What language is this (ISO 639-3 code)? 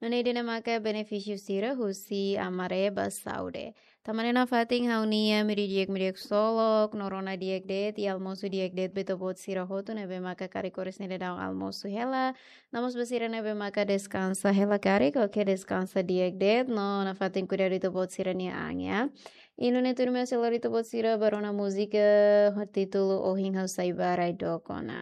tet